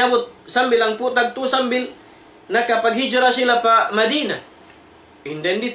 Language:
Tausug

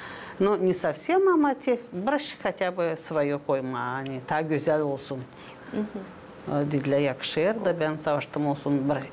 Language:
Gagauz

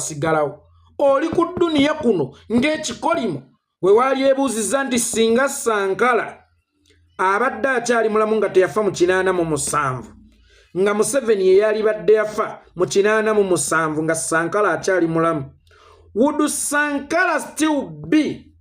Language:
Ganda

